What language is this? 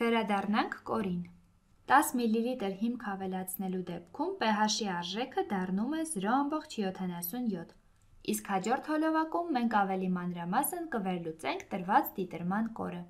Armenian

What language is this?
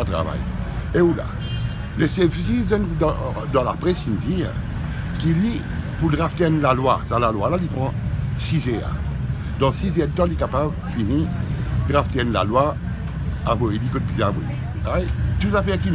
Morisyen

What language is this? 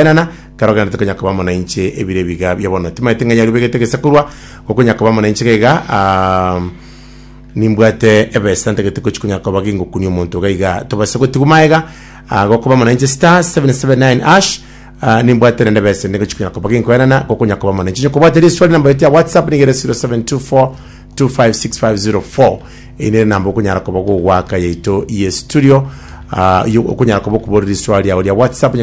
Gusii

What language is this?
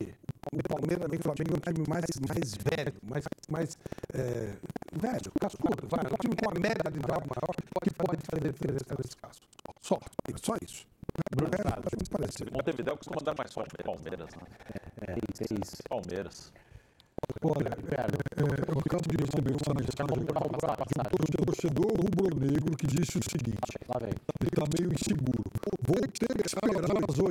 Portuguese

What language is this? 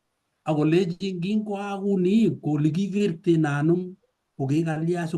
Kalenjin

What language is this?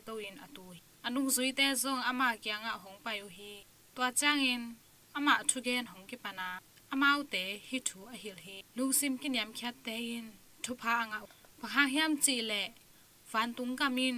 Tedim Chin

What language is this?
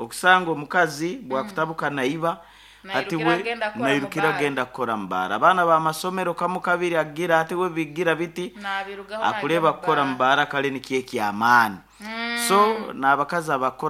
Nyoro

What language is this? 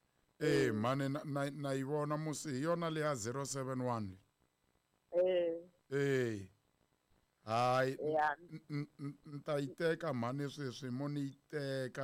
Tsonga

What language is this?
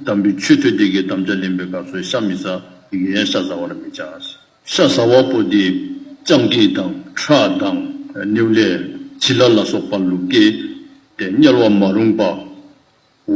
Dzongkha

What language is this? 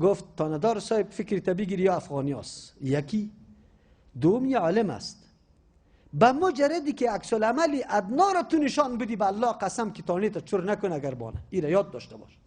Persian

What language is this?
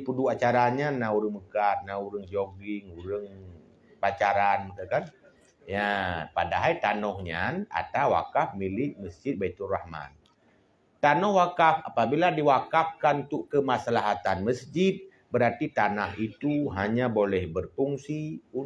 Achinese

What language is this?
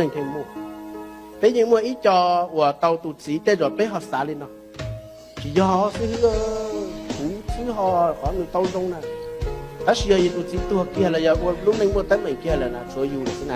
Hmong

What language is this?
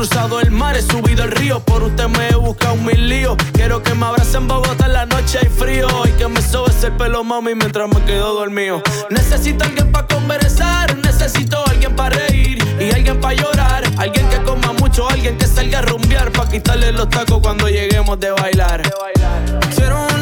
Spanish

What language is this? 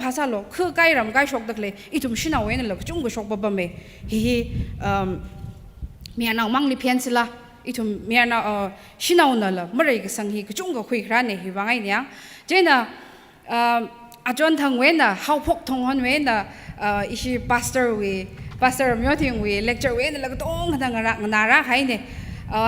Tangkhul Naga (India)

